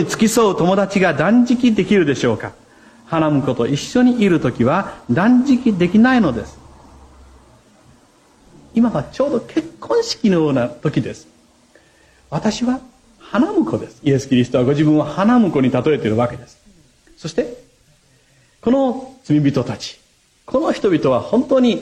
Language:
Japanese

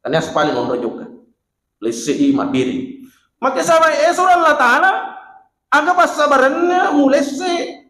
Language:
Buginese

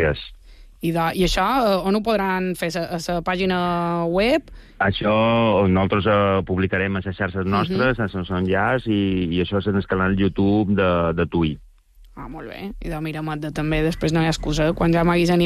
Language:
Catalan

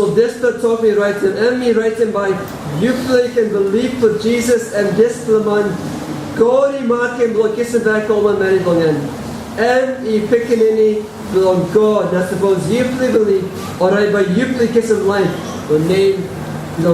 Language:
Tok Pisin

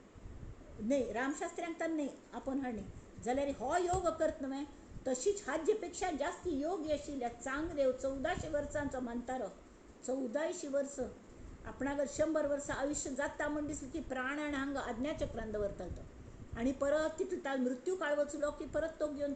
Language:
Konkani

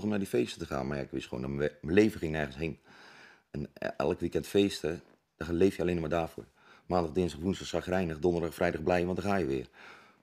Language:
Dutch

